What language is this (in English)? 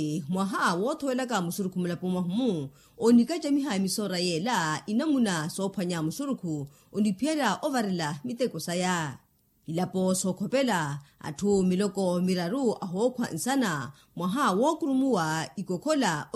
Makhuwa